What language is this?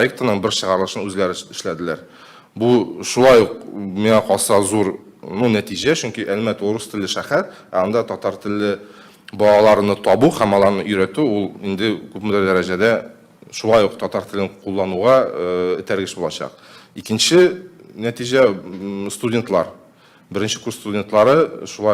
Tatar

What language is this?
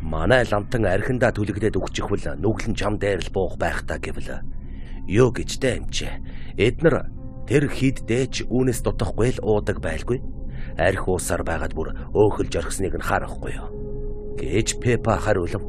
Mongolian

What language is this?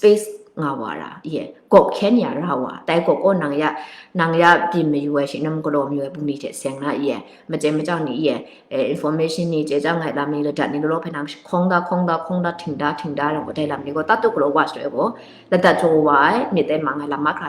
Kachin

